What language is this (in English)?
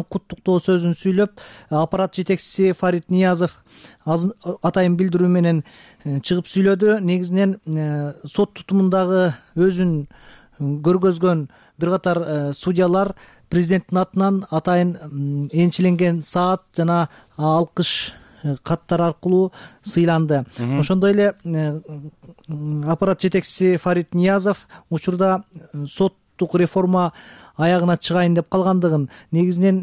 Kyrgyz